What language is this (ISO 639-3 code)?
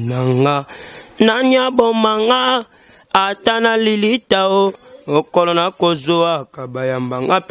lin